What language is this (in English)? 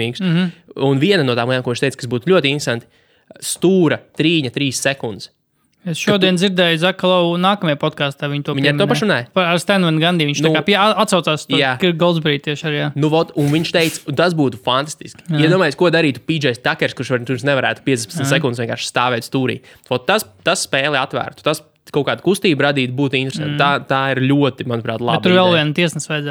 Latvian